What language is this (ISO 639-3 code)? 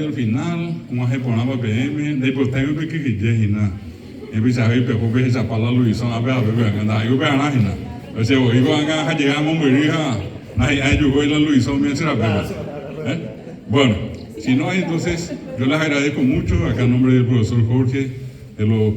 grn